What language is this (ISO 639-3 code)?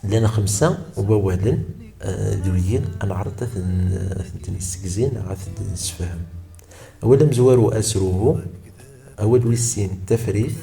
kab